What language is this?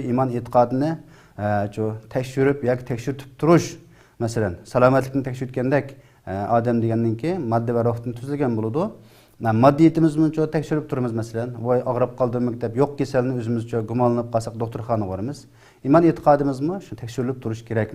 Uyghur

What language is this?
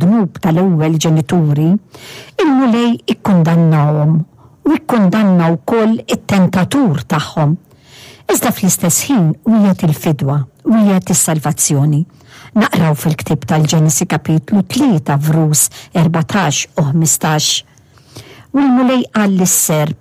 Maltese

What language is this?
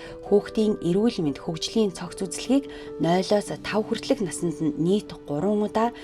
Mongolian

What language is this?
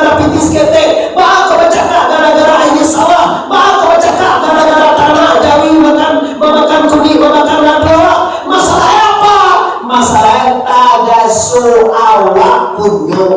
Minangkabau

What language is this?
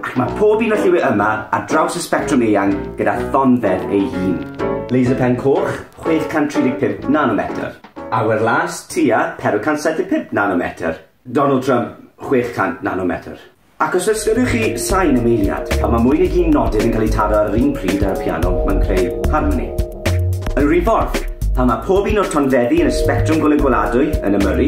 Welsh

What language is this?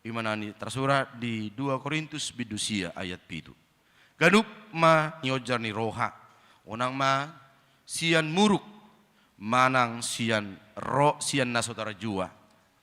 Batak Toba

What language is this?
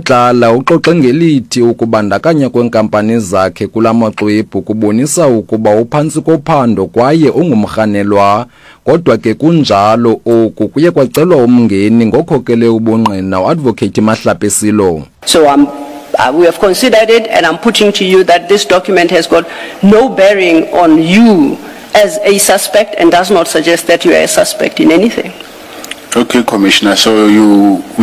Xhosa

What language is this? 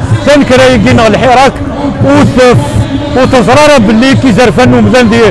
Kabyle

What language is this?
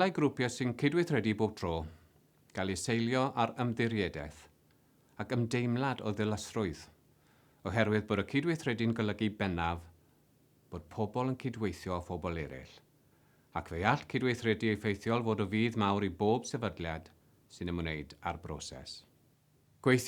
Welsh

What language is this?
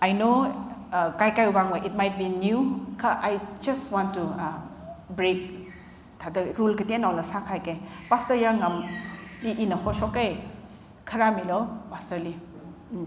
Tangkhul Naga (India)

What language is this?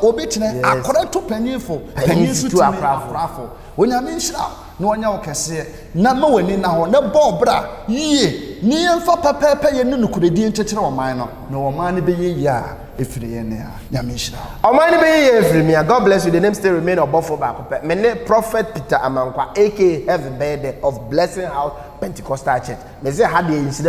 Akan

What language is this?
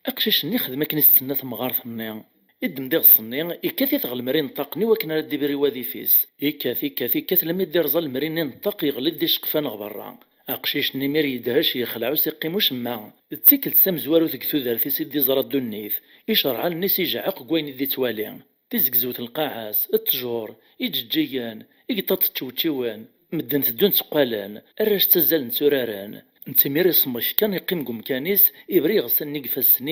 Kabyle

